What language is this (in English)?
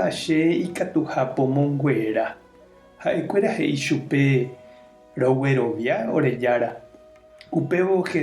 Guarani